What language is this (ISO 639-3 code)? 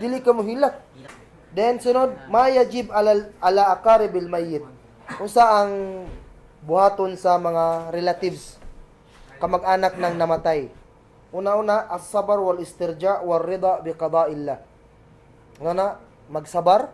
ceb